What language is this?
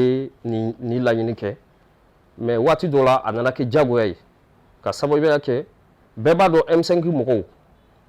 Bambara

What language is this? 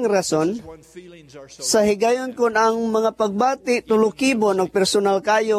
Cebuano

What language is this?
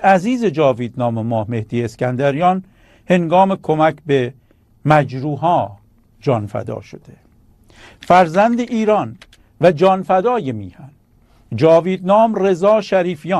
Persian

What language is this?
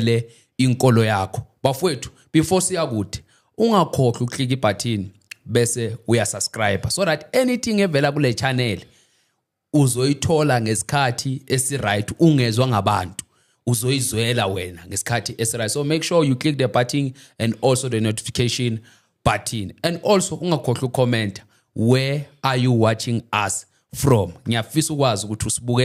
Zulu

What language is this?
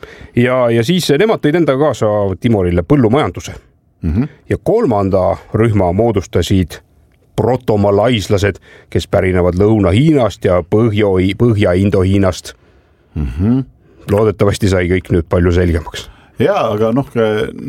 Estonian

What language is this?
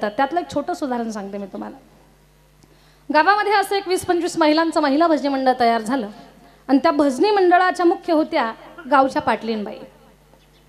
Marathi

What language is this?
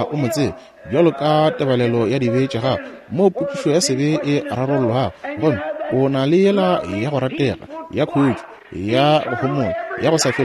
Northern Sotho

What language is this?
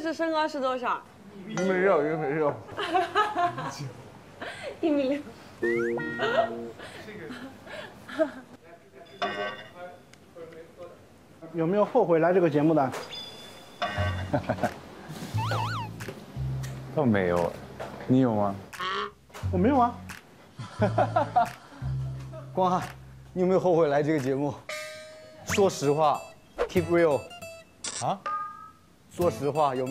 Chinese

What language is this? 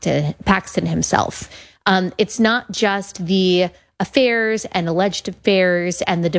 English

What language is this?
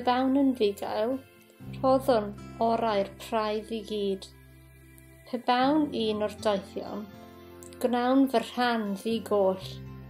Welsh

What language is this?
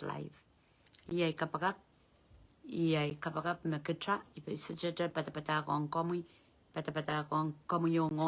Pohnpeian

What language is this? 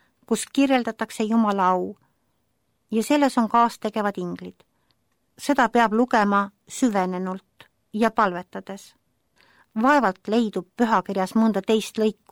Estonian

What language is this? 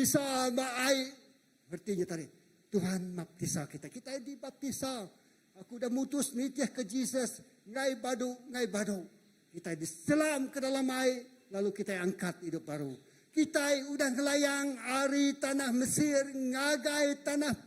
Iban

